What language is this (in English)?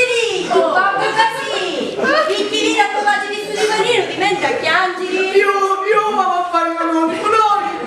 Sicilian